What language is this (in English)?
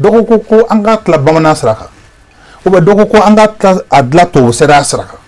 Bambara